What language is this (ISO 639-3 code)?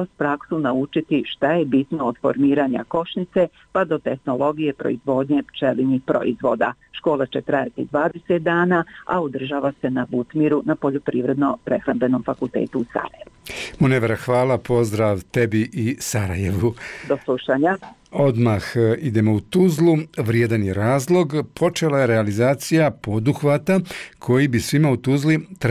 bos